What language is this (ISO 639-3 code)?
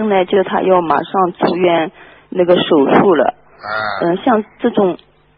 zho